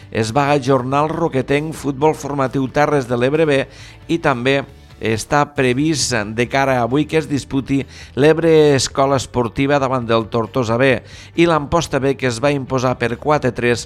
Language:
Catalan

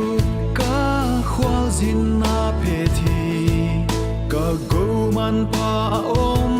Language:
Paite Chin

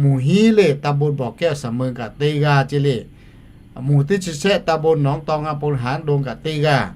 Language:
Lahu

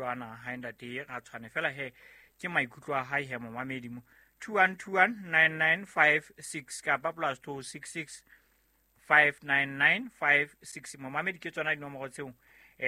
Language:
Southern Sotho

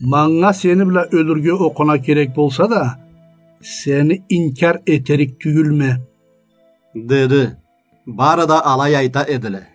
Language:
Karachay-Balkar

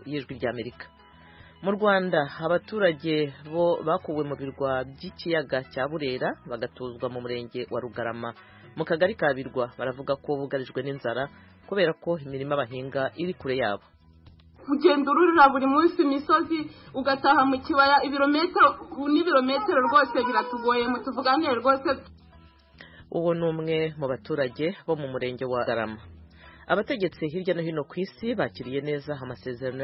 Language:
Kinyarwanda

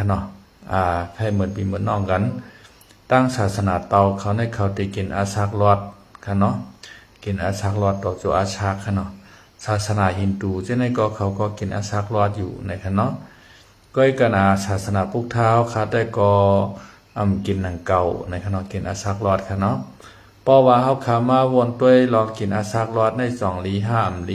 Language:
Shan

